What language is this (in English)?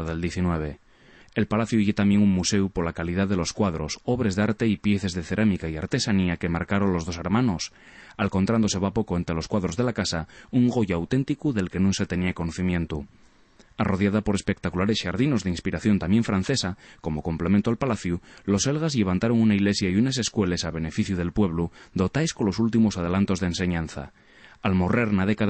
Asturian